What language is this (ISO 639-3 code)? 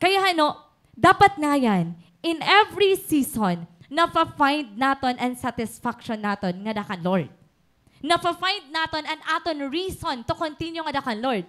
war